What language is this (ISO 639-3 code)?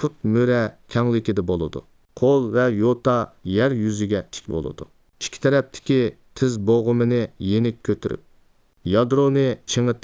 uig